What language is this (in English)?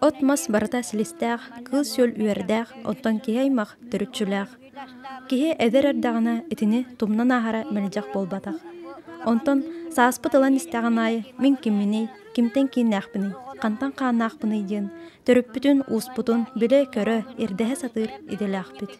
Yakut